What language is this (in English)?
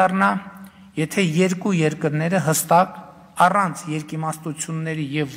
Armenian